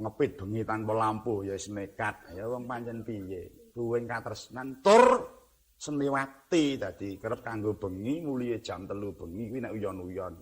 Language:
Javanese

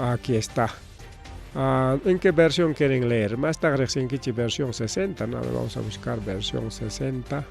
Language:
Ayacucho Quechua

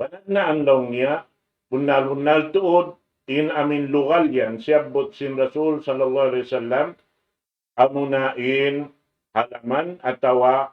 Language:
Tausug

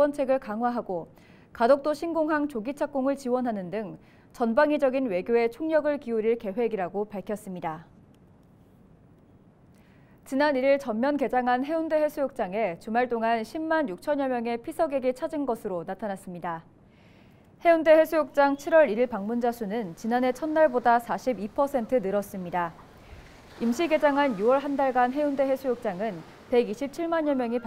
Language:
Korean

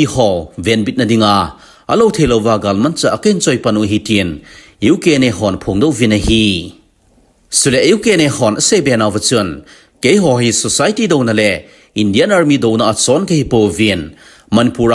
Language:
Thado Chin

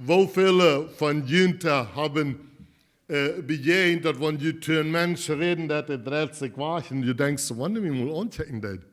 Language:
Plautdietsch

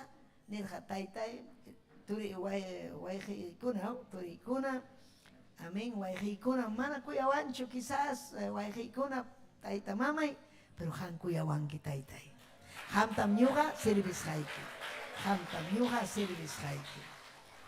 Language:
Ayacucho Quechua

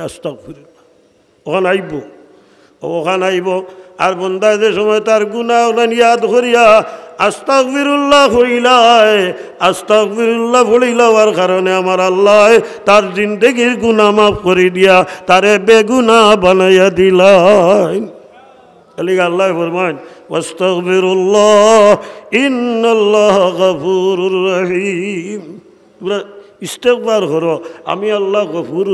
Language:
Sylheti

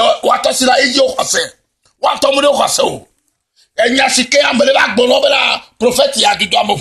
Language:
Ewe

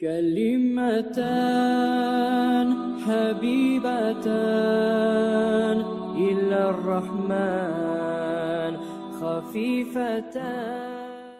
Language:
Kumyk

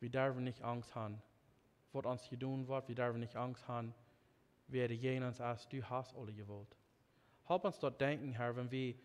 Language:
Plautdietsch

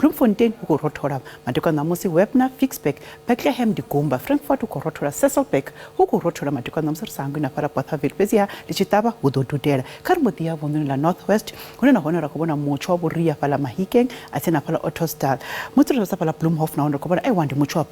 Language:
Venda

